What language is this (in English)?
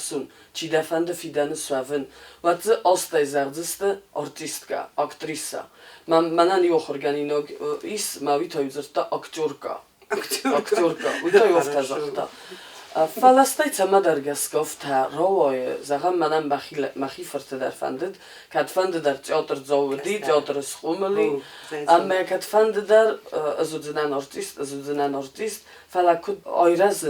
Ossetic